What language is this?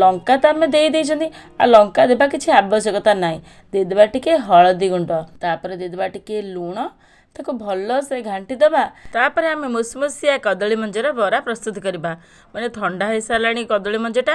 Odia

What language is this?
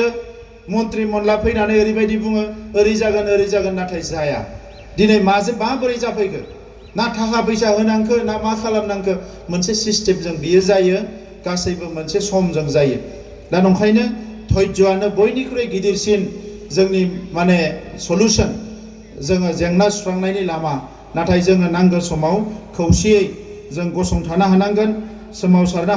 Bodo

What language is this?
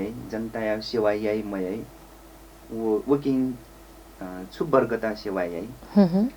Newari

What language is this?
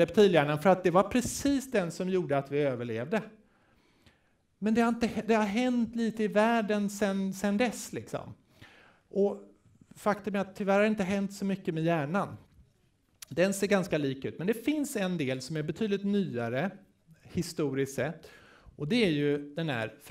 Swedish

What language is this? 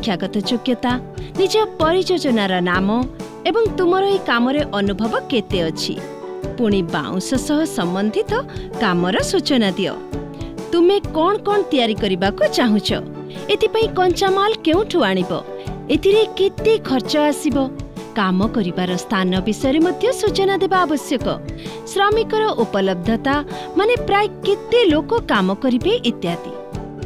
Odia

